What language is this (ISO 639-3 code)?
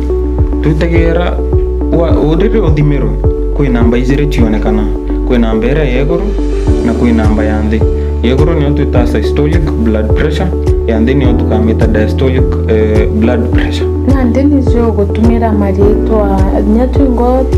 mer